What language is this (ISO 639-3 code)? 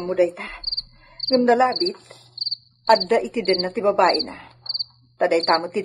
ilo